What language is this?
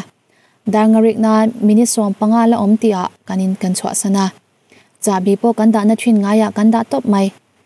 Mizo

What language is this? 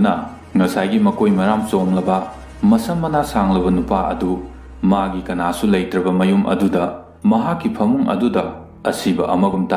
Manipuri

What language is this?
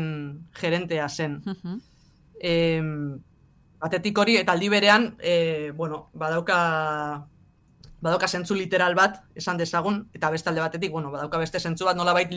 Basque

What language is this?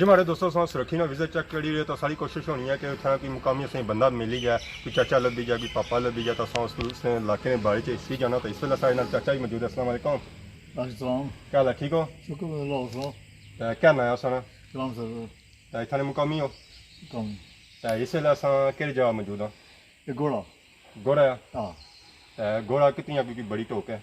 Pahari-Potwari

